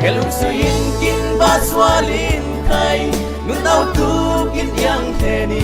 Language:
Falam Chin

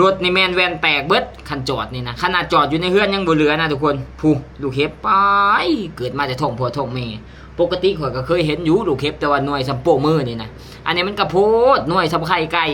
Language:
Lao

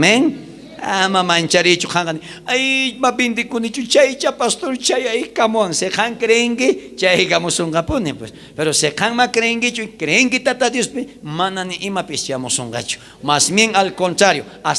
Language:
South Bolivian Quechua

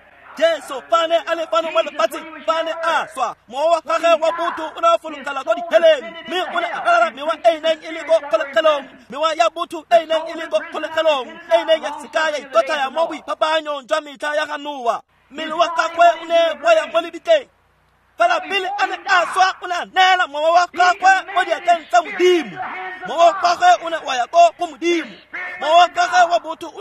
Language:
Tswana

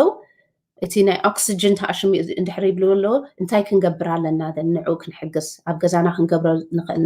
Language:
Tigrinya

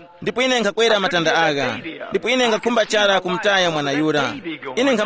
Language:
Tumbuka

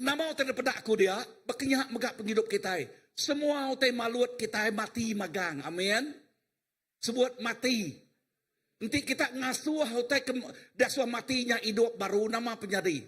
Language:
Iban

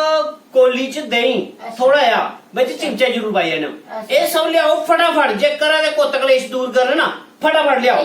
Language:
Dogri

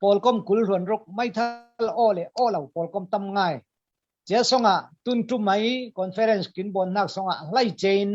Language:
Falam Chin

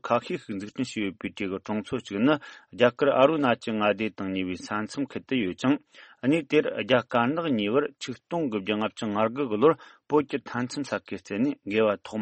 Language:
Tibetan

